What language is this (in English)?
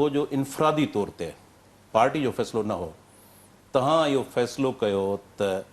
Sindhi